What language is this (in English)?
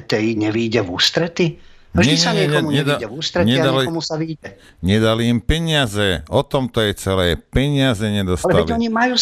Slovak